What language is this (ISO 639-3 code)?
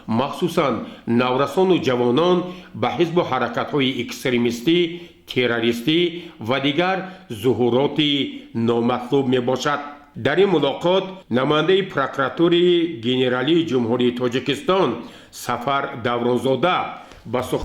tgk